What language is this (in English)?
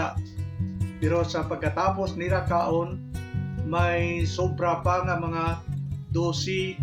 Hiligaynon